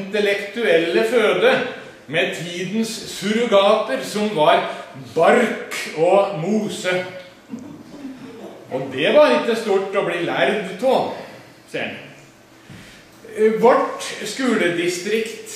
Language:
Norwegian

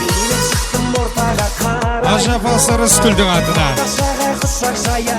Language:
Kara-Kalpak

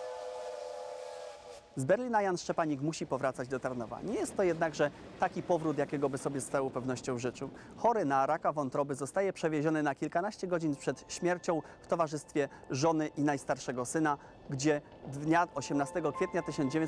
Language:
Polish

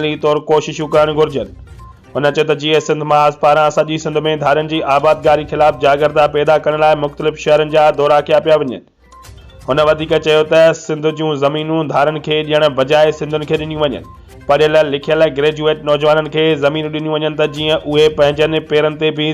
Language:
Sindhi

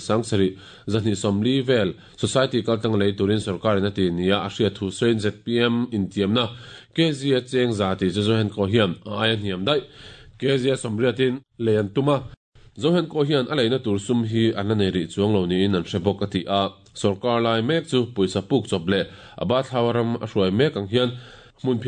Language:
Mizo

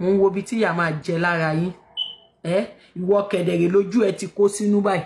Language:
Yoruba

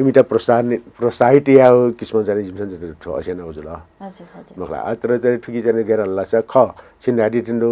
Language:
Newari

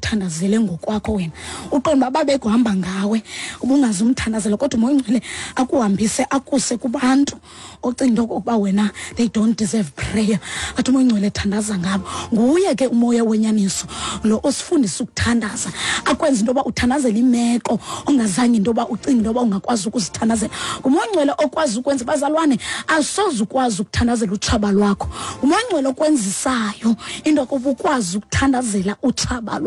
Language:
Xhosa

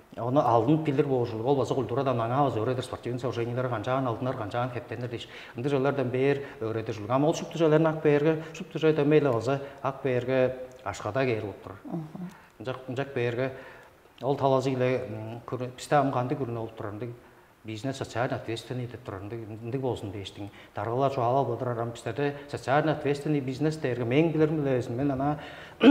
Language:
Tuvinian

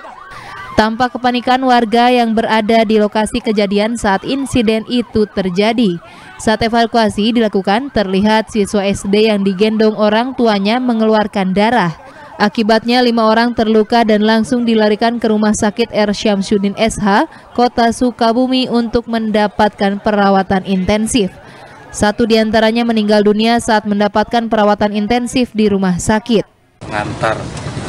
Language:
Indonesian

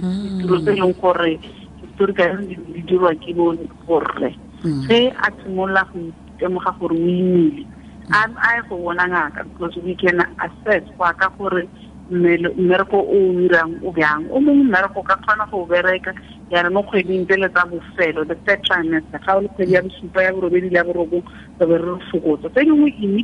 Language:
Tswana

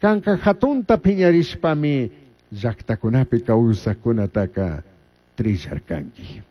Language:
Chimborazo Highland Quichua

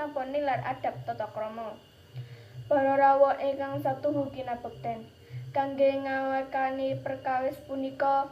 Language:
Javanese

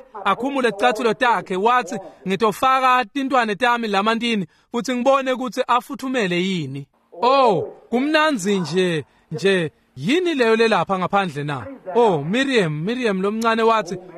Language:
Swati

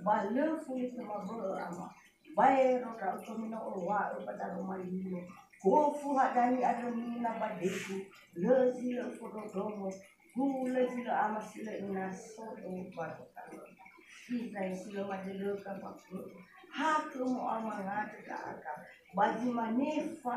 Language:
Nias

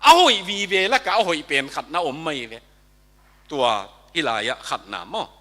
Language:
Tedim Chin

